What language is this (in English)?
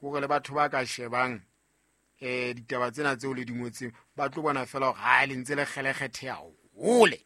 Southern Sotho